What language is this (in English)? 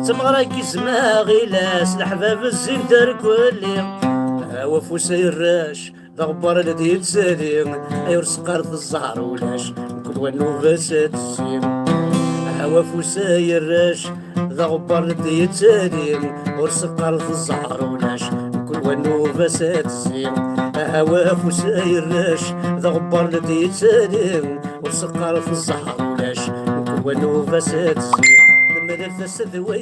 Kabyle